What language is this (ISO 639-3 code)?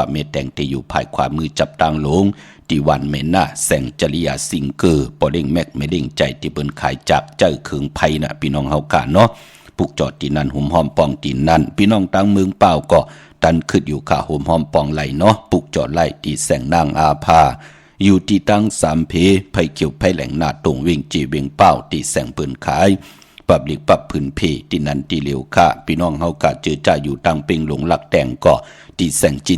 shn